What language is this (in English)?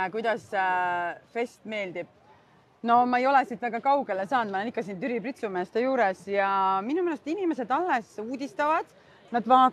Estonian